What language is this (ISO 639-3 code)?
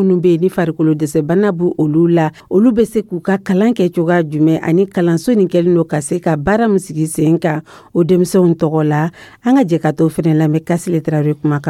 dyu